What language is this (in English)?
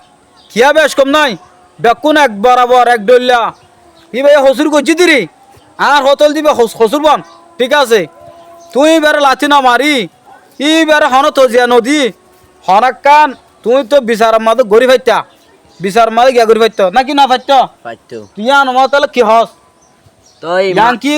Rohingya